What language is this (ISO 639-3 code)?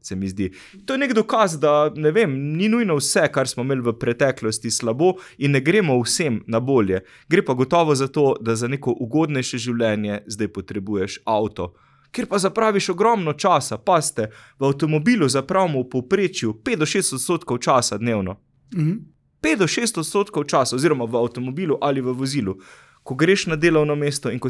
slv